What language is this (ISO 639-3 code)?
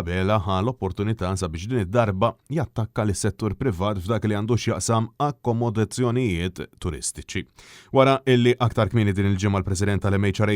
mlt